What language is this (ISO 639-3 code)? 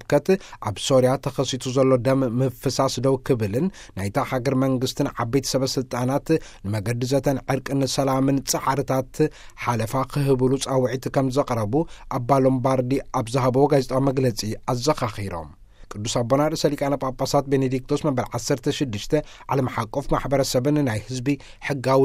tir